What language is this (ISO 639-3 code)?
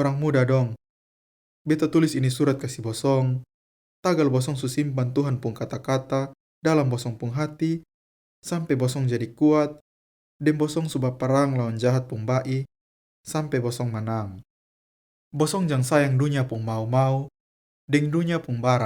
mkn